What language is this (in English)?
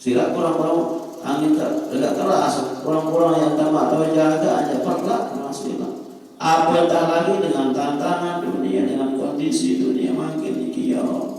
Sasak